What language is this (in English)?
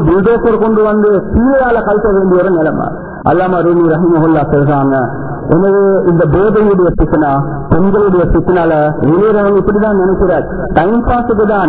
Tamil